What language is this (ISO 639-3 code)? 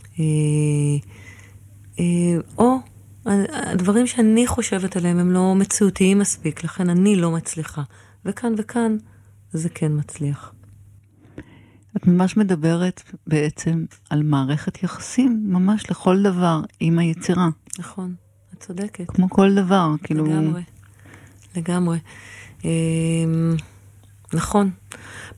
heb